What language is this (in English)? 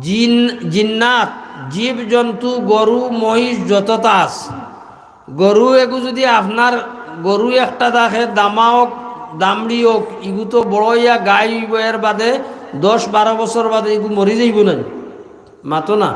Sylheti